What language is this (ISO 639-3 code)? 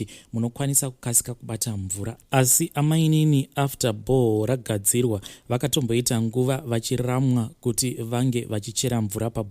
sna